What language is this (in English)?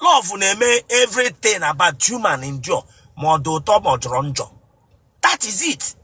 Igbo